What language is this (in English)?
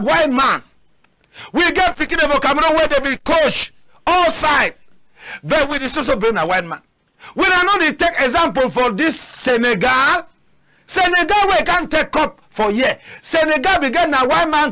Cameroon Pidgin